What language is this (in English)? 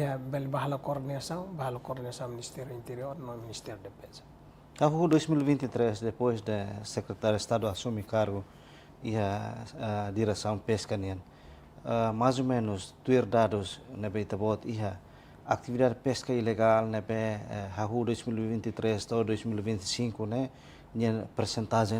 Tetum